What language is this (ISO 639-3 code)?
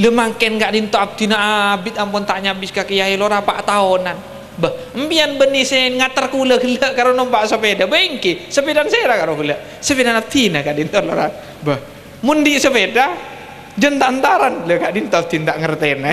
mad